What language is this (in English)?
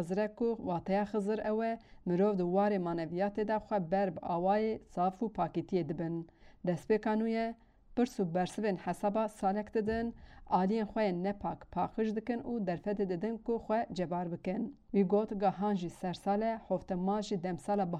Kurdish